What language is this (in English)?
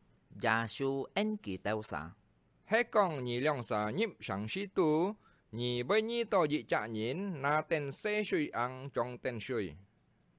Hakka Chinese